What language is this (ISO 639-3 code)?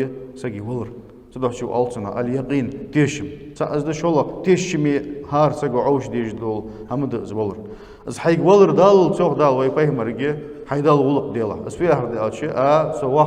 inh